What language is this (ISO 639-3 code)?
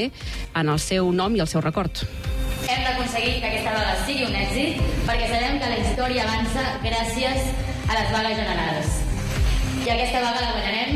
cat